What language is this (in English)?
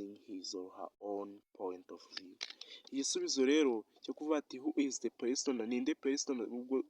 Kinyarwanda